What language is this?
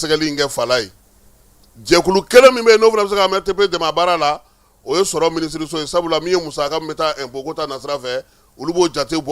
Bambara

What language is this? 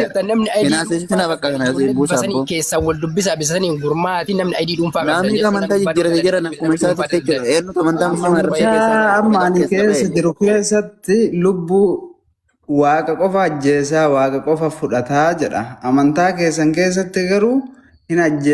Oromo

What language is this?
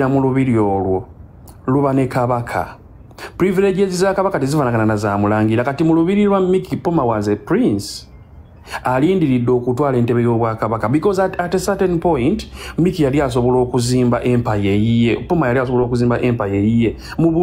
Ganda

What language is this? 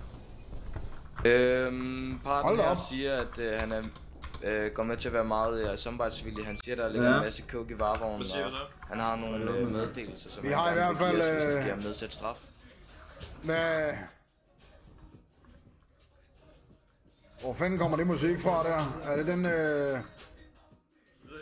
Danish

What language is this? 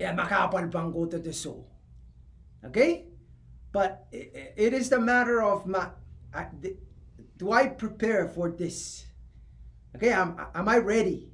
Pohnpeian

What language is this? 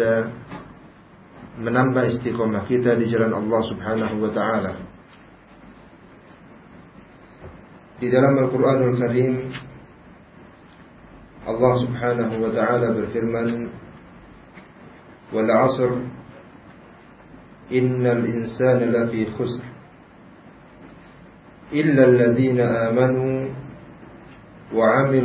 Indonesian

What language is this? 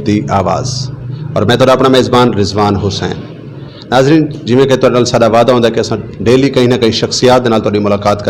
Saraiki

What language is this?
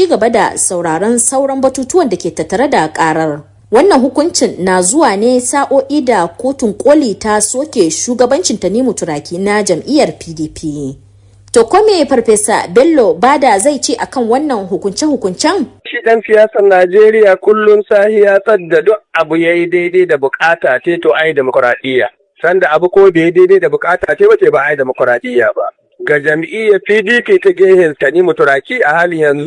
Hausa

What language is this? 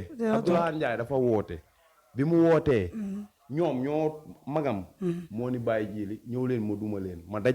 Wolof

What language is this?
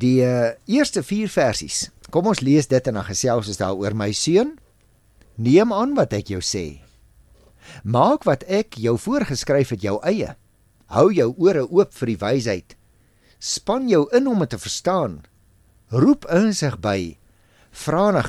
Afrikaans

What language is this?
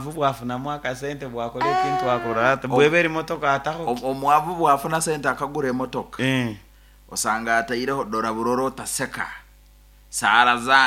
Nyoro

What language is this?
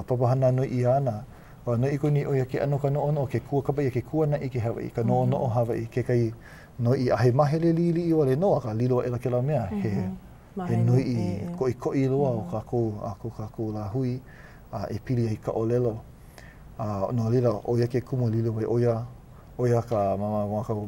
Hawaiian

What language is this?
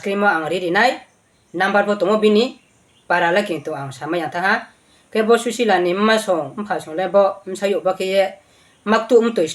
Riang (India)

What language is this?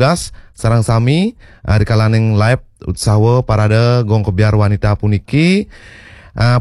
Balinese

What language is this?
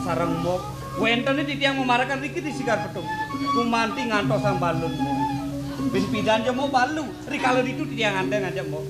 Balinese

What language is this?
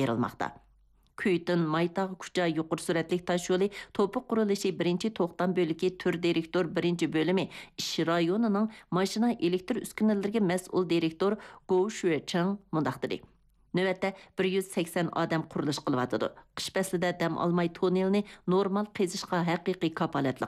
Uyghur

